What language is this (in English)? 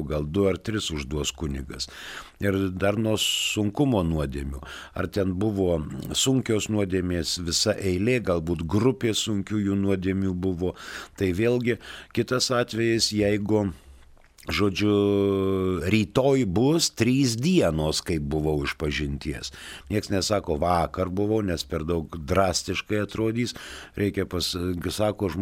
Lithuanian